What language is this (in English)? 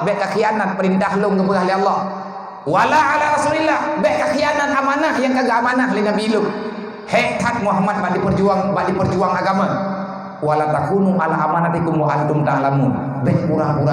Achinese